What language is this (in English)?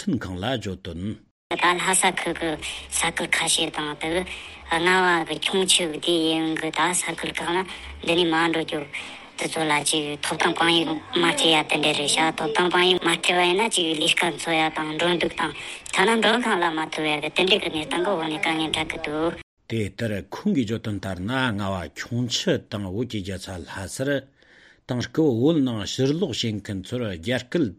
Latvian